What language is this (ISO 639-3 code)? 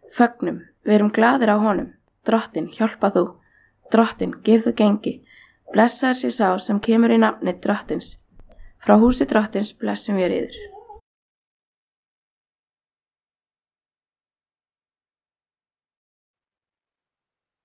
isl